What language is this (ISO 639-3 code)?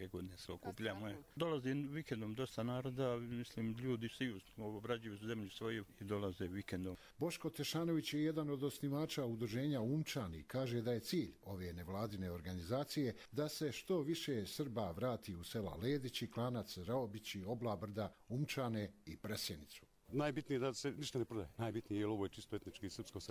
hrv